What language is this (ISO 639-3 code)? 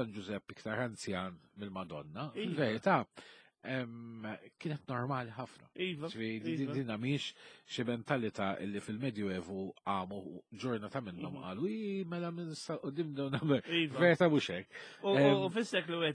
mlt